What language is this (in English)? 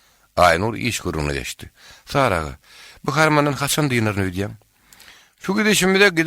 Turkmen